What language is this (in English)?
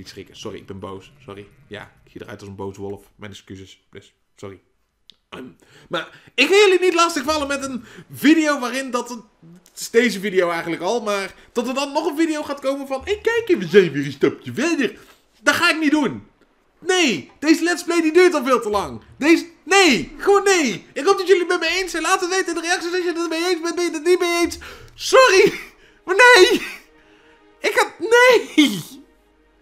Dutch